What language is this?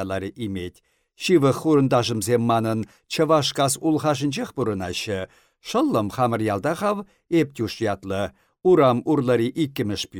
Chuvash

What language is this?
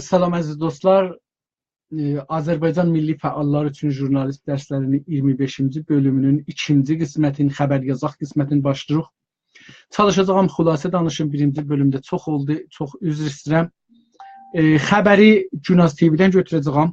South Azerbaijani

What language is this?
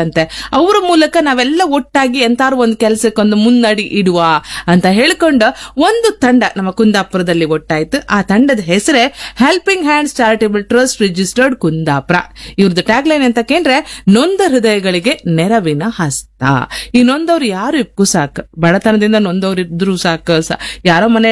Kannada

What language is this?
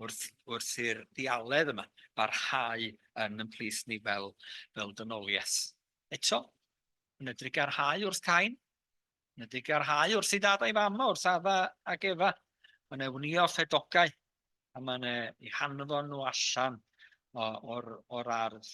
Welsh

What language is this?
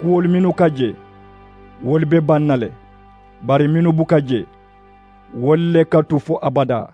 Mandingo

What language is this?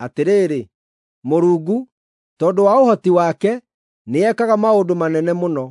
Kikuyu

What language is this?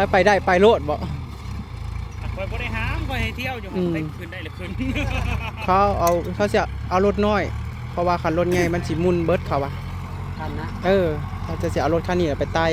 Northeastern Thai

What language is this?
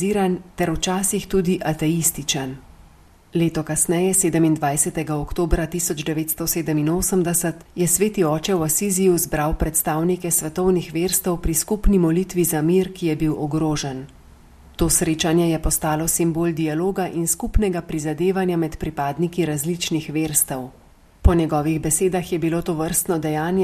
Slovenian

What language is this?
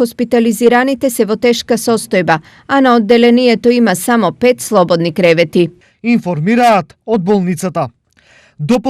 Macedonian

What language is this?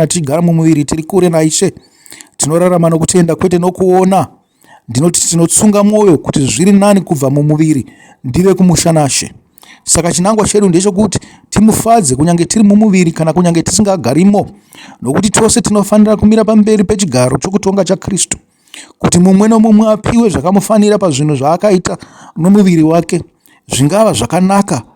Shona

